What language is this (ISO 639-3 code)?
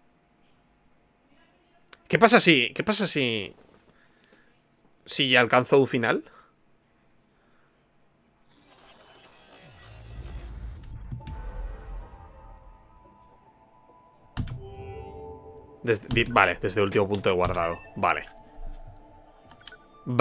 spa